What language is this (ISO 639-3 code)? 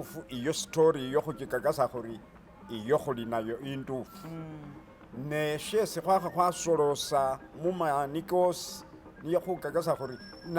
myx